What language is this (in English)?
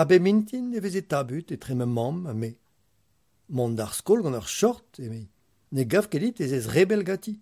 Breton